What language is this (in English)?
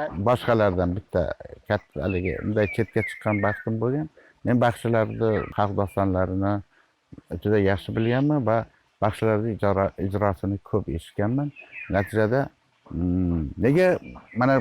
Uzbek